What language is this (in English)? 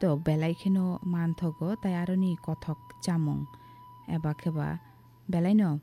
Kok Borok